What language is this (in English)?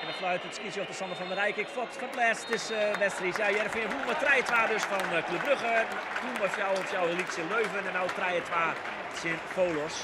Western Frisian